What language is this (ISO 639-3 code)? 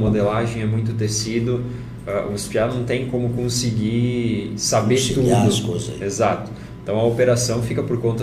por